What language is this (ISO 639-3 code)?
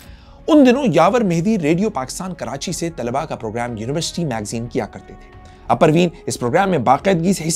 urd